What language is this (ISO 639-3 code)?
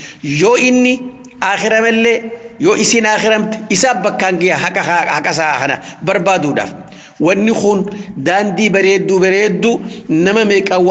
orm